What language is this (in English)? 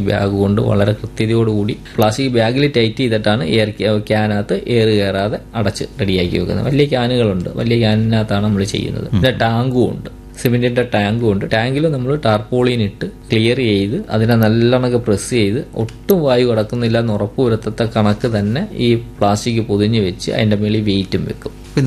Malayalam